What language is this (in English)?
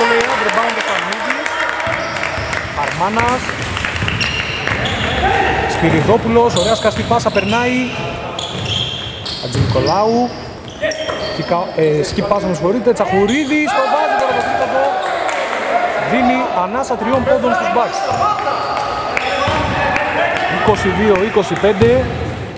Greek